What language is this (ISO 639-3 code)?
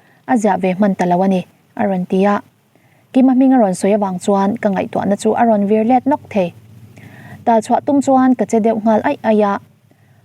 lus